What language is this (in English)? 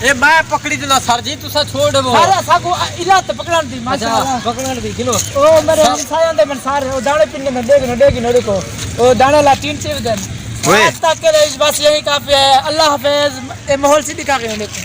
Saraiki